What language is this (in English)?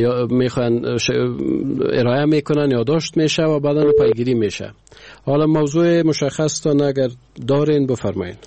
Persian